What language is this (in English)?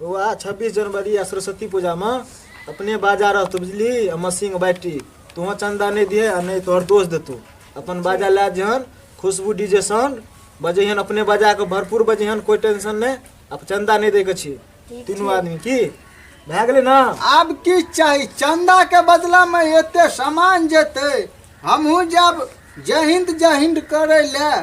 Maithili